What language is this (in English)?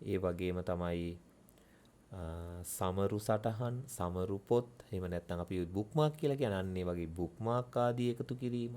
Sinhala